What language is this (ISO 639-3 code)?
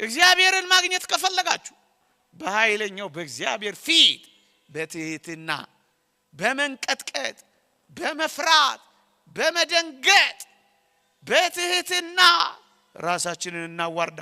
amh